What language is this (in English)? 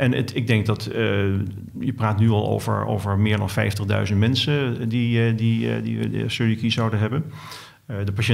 Dutch